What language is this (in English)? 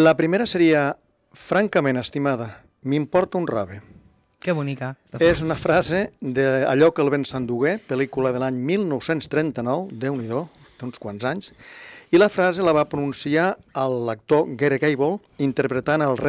Catalan